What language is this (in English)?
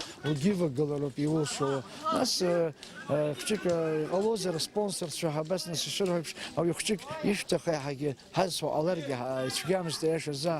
Abkhazian